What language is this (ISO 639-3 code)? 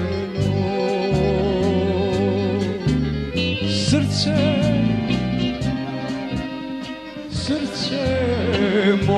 srp